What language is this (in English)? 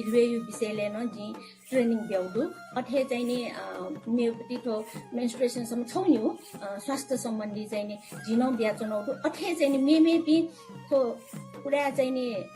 Newari